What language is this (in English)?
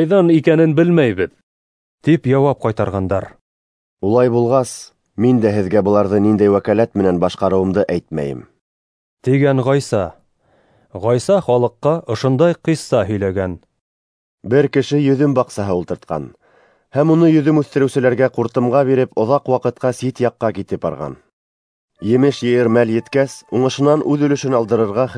Bashkir